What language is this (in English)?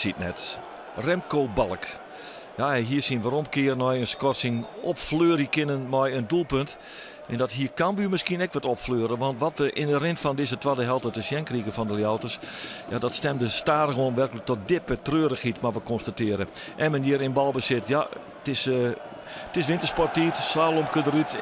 Western Frisian